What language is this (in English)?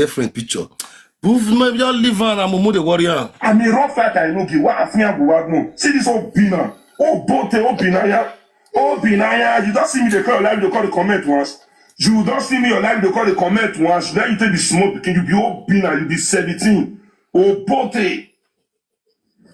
Nigerian Pidgin